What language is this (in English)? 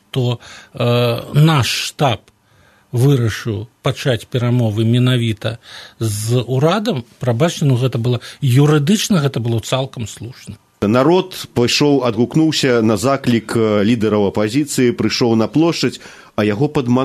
Belarusian